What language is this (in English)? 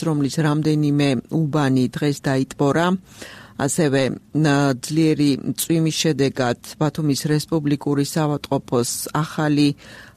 Georgian